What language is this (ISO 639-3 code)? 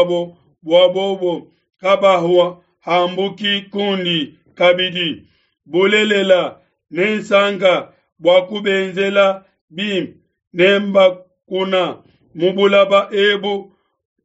lua